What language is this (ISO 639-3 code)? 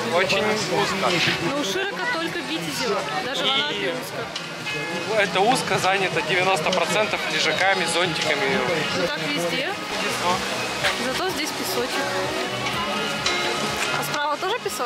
rus